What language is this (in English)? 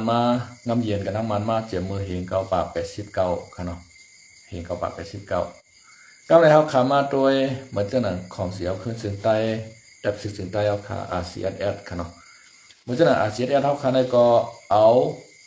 Shan